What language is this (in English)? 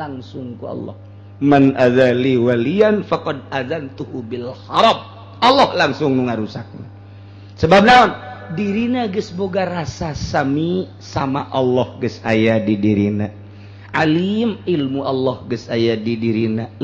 Sundanese